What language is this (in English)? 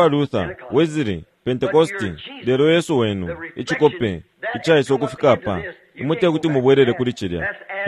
Bemba